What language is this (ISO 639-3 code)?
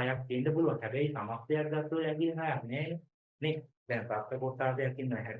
sin